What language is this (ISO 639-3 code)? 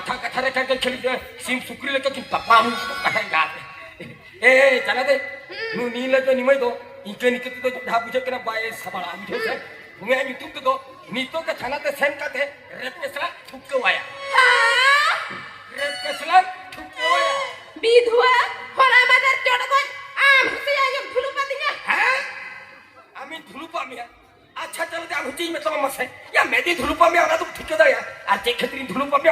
sat